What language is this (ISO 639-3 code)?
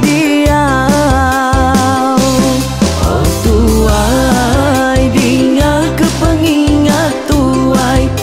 iba